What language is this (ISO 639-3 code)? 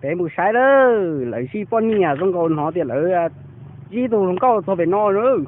hmn